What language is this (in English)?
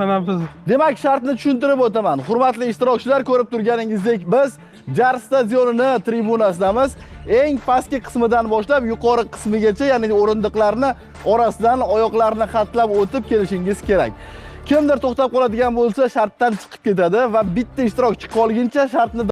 Uzbek